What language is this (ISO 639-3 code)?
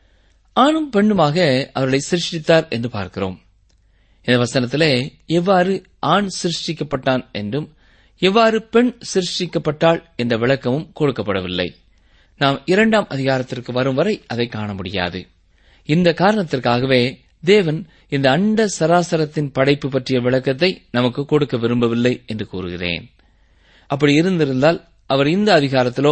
tam